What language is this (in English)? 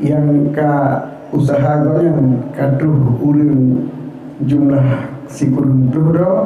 Achinese